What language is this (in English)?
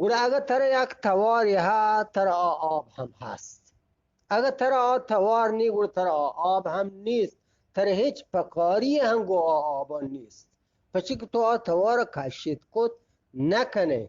Eastern Balochi